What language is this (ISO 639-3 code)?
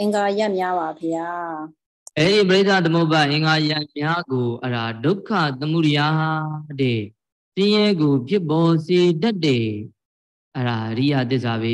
mya